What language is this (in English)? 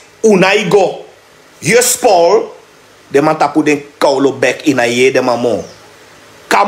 Sranan Tongo